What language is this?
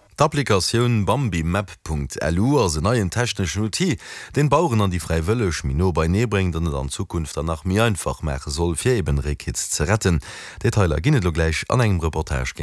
Luxembourgish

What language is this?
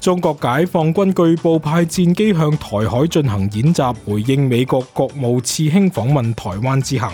Cantonese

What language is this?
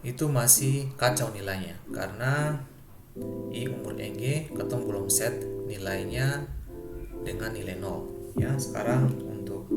Ambonese Malay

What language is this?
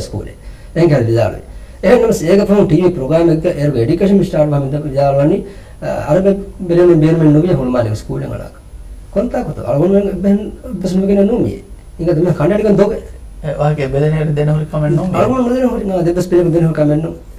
Divehi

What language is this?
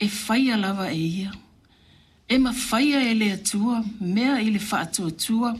Samoan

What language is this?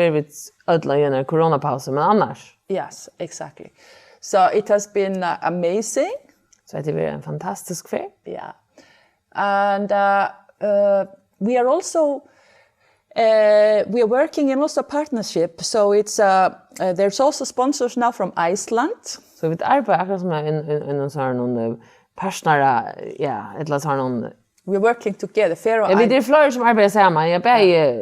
Faroese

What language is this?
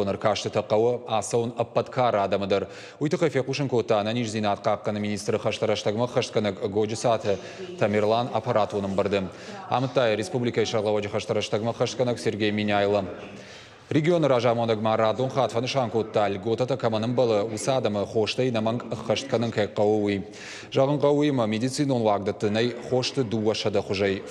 Ossetic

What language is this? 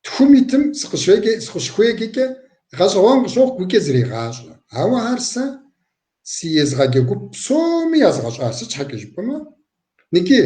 Kabardian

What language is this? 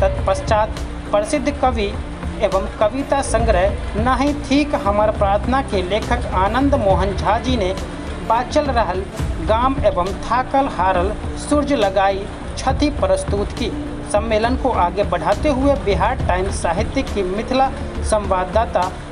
Maithili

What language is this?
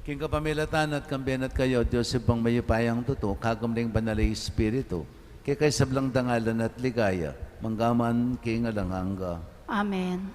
Pampanga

